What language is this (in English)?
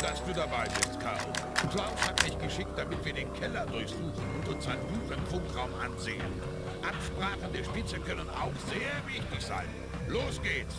Bavarian